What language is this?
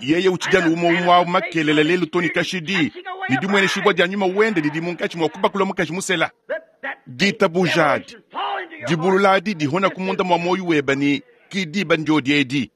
Luba-Lulua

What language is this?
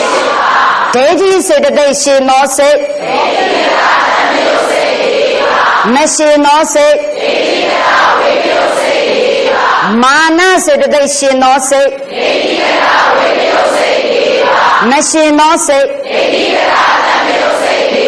Burmese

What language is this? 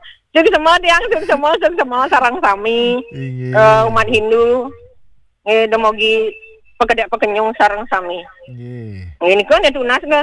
Balinese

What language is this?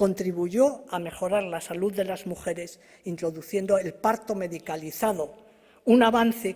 Ladino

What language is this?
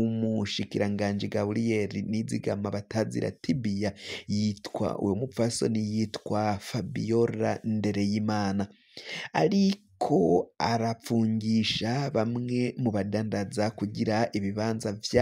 Rundi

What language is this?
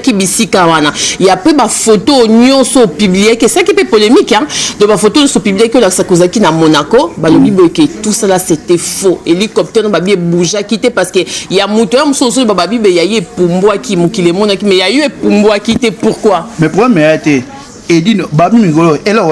Lingala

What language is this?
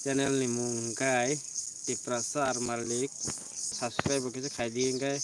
Kok Borok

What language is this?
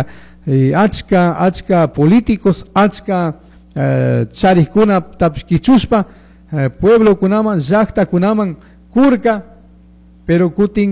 Chimborazo Highland Quichua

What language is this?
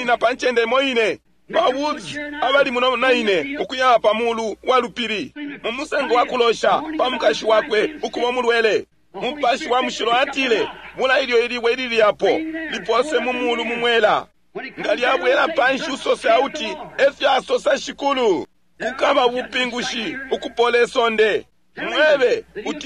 Bemba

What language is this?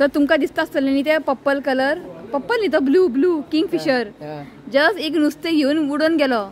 Konkani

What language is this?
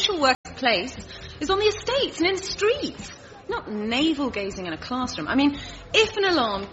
English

